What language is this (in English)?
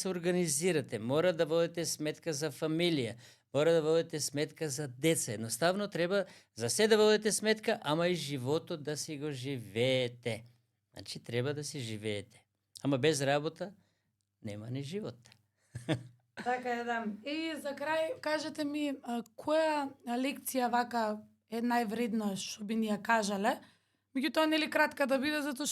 Macedonian